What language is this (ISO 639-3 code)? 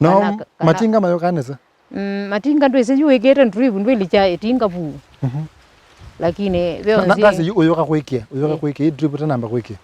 kam